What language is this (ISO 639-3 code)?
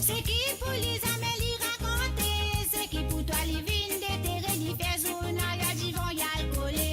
mfe